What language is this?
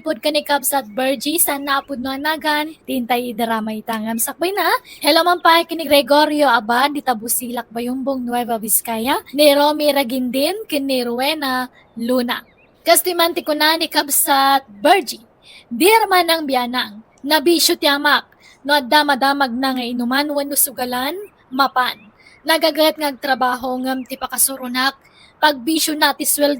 Iloko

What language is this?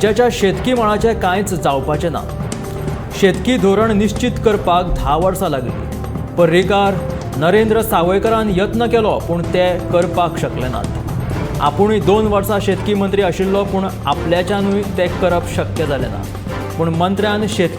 Konkani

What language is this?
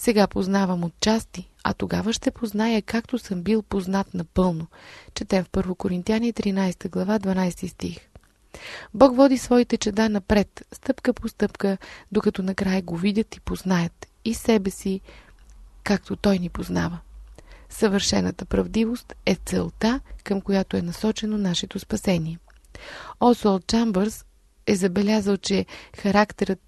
Bulgarian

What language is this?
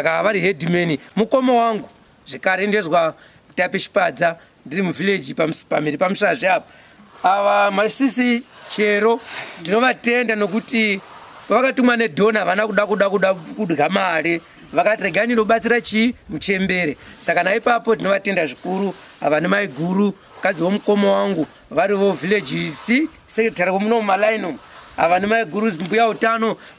Shona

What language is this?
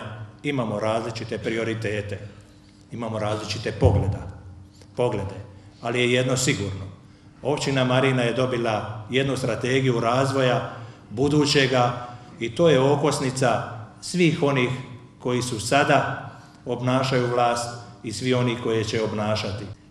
Croatian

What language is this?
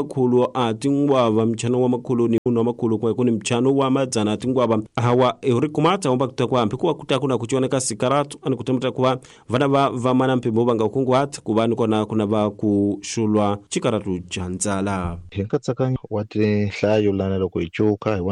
Tsonga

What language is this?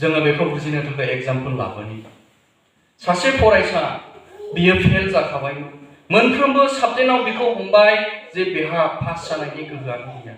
Bodo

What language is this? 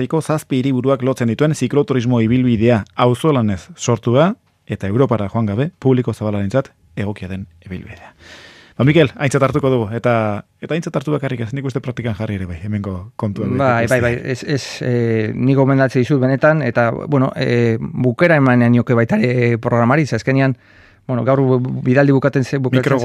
Basque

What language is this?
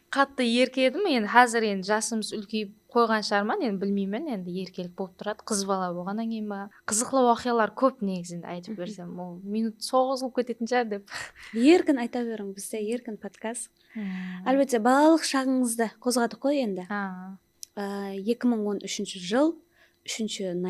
Kara-Kalpak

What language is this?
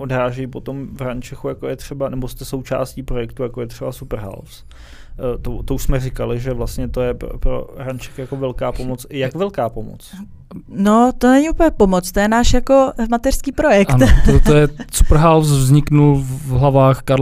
Czech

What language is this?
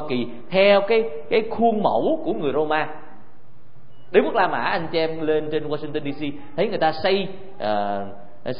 Vietnamese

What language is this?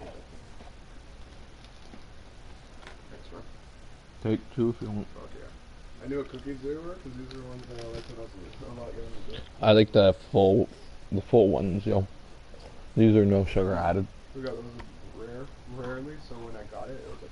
English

